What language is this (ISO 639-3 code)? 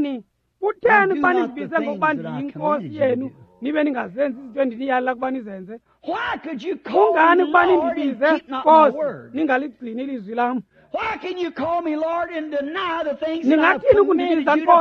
xho